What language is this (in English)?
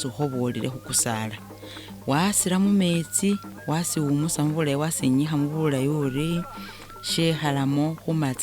Masaaba